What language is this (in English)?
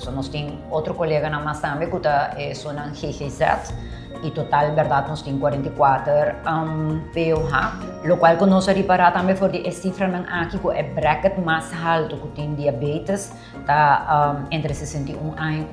Papiamento